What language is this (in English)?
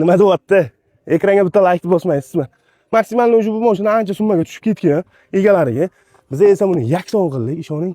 Uzbek